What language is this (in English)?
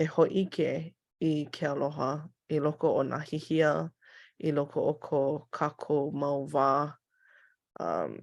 Hawaiian